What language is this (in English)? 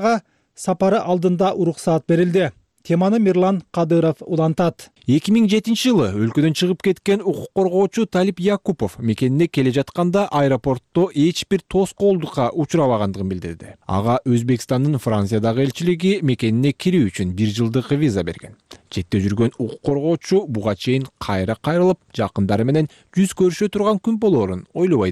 Kyrgyz